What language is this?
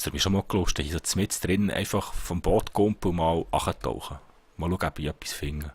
Swiss German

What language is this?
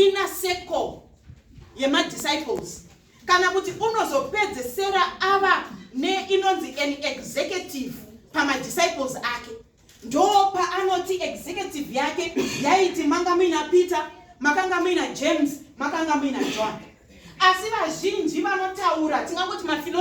Shona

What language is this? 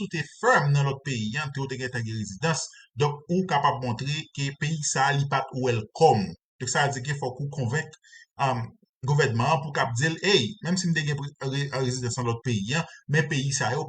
Haitian Creole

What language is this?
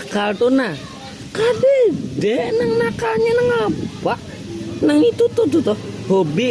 Banjar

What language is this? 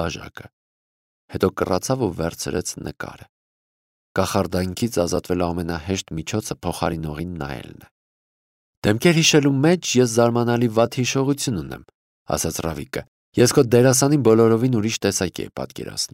Armenian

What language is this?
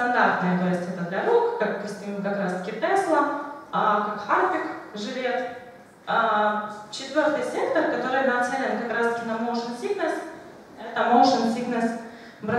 Russian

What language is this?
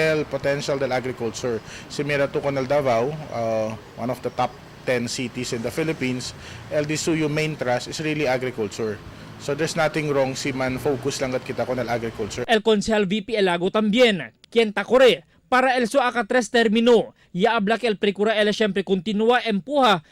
Chavacano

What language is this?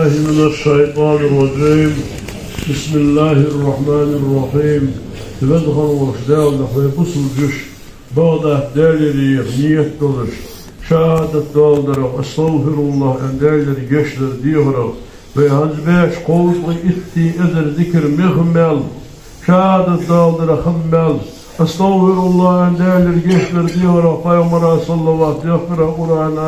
Ingush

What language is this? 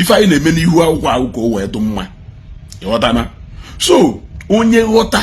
Igbo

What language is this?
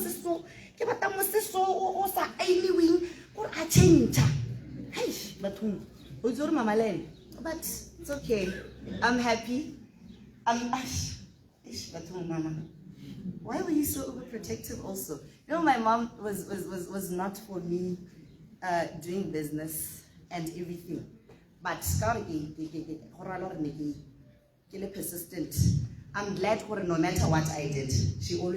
Tswana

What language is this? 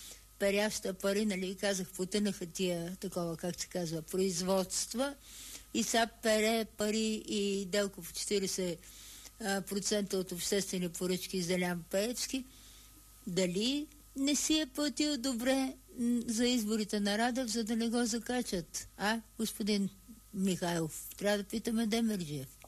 Bulgarian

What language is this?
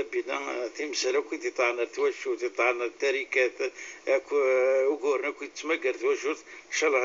Kabyle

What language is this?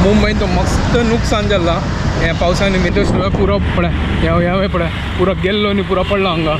Konkani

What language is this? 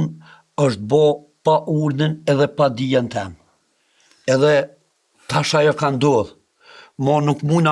Albanian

